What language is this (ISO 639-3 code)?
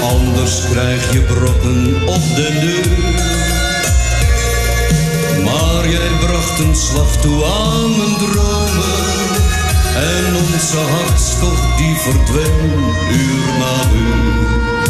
nld